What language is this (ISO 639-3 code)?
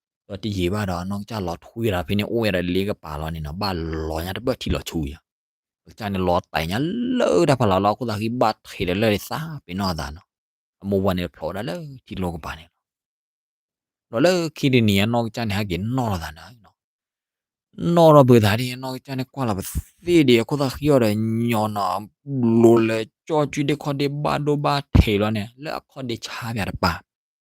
ksw